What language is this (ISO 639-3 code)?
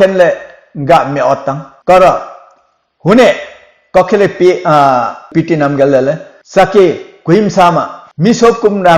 lif